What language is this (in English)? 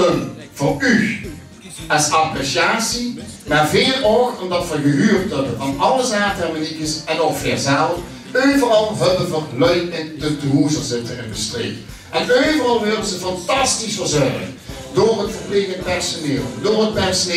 Limburgish